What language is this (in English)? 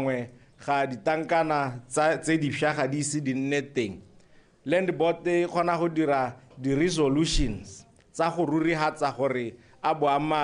Tswana